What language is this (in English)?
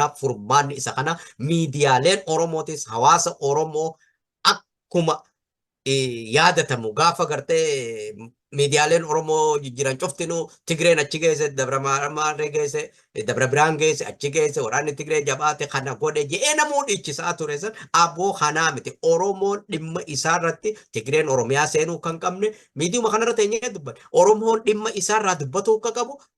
Oromo